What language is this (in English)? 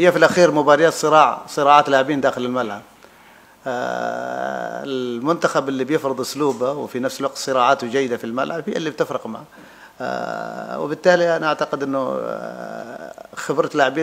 Mesopotamian Arabic